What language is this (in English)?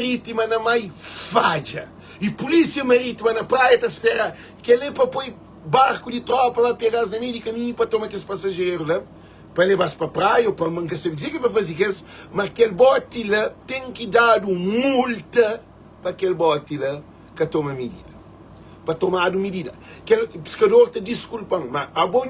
Kabuverdianu